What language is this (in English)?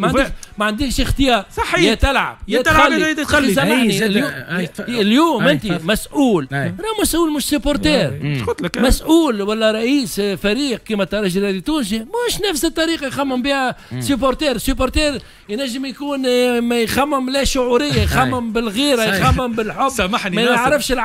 Tunisian Arabic